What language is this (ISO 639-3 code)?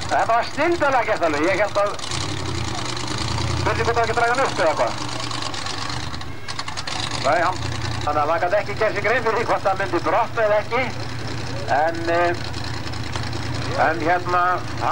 isl